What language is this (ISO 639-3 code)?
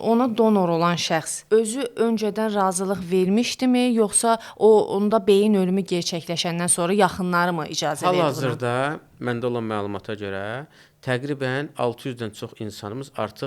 aze